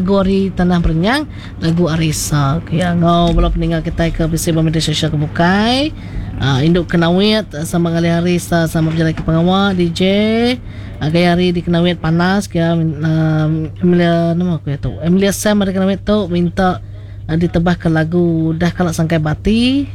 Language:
Iban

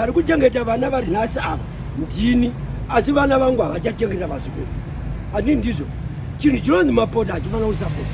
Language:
Shona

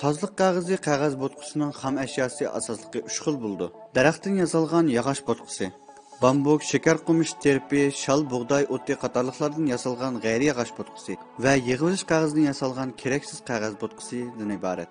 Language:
Uyghur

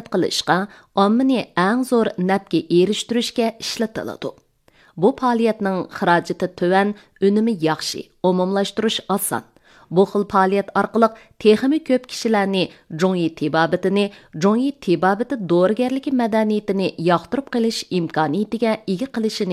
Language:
Uyghur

